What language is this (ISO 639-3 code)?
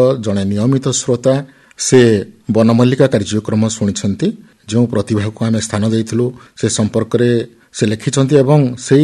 ori